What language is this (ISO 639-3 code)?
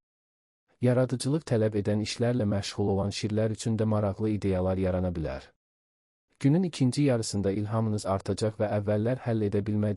aze